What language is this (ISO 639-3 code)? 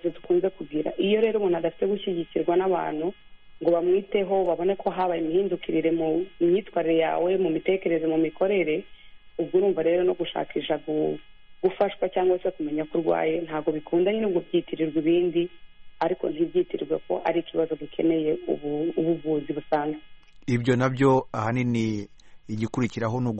kin